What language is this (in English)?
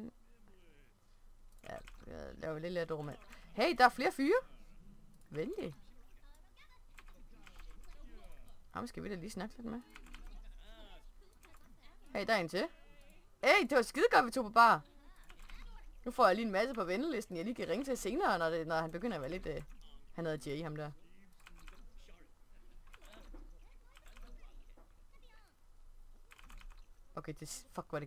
Danish